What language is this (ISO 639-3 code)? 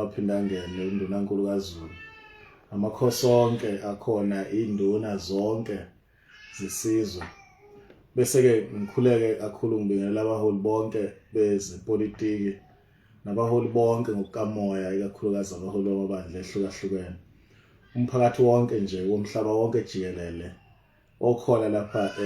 zul